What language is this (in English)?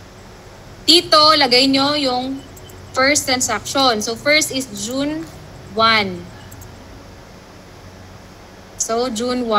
Filipino